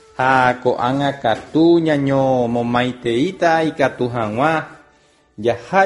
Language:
Guarani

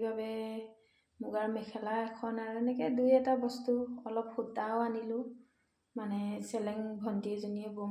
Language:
Assamese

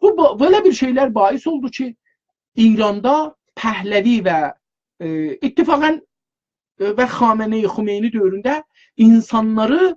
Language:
South Azerbaijani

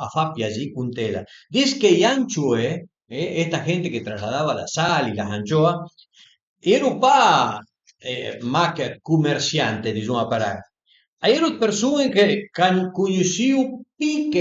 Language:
Piedmontese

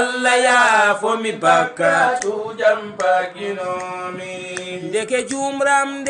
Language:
Fula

